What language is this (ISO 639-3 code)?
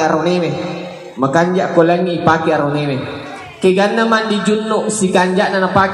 bug